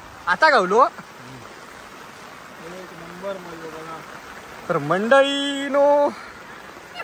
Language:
Marathi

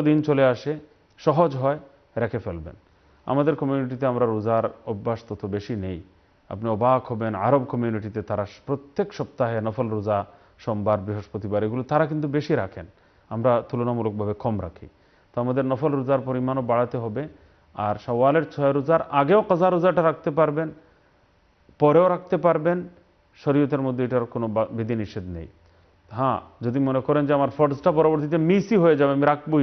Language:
Bangla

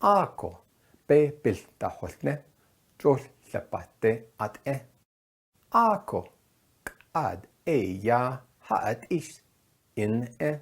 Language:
Navajo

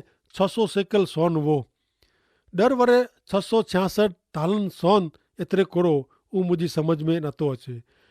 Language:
Kachhi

